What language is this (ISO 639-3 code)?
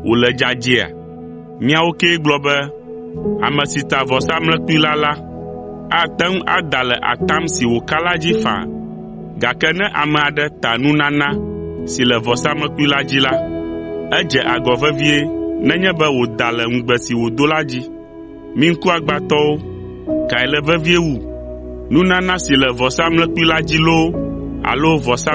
ewe